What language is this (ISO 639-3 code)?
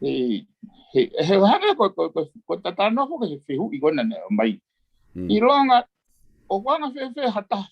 ton